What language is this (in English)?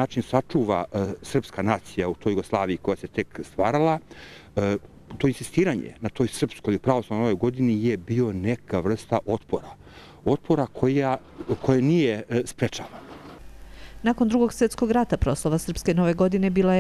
Serbian